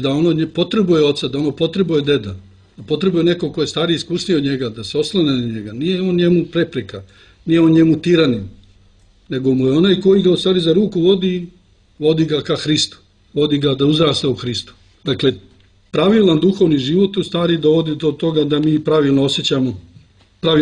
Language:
Serbian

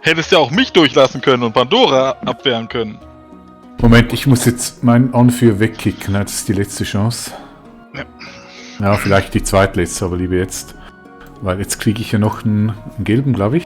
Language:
Swiss German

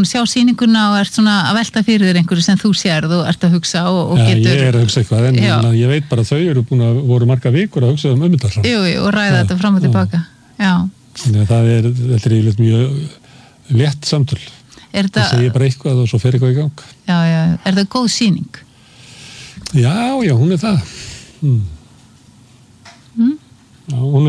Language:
Icelandic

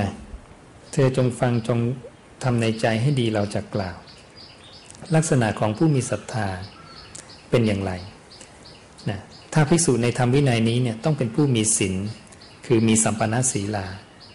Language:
Thai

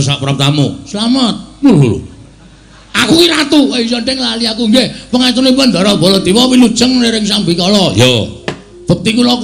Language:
Javanese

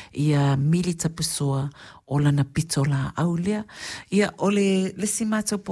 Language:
Samoan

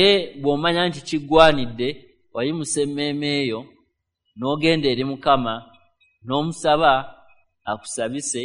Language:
Ganda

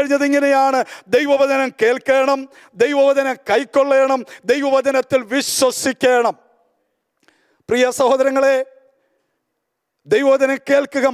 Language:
Malayalam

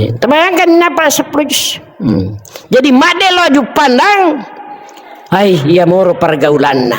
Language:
Buginese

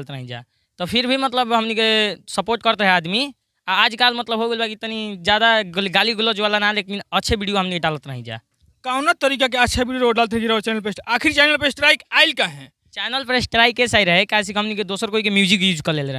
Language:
Bhojpuri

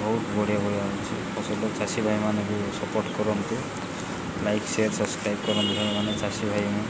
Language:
Odia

